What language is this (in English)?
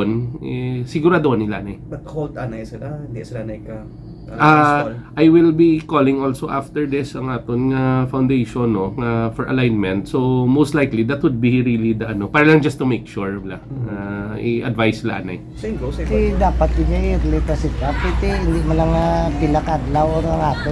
Hiligaynon